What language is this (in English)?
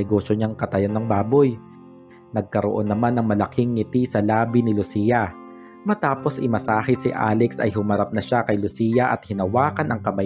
Filipino